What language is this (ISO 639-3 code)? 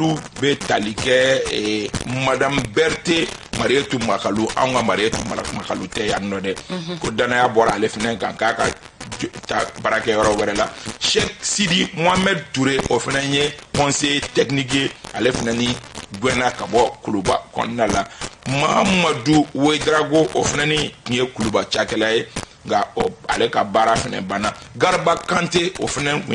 bam